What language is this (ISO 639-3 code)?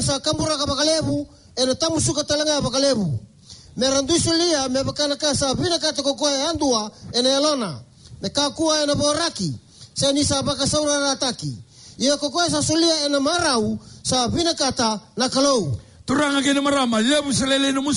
fij